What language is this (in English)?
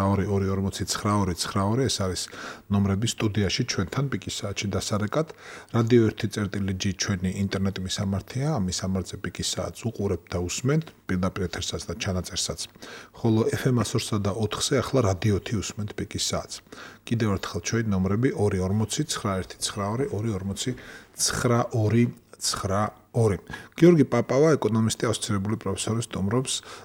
Georgian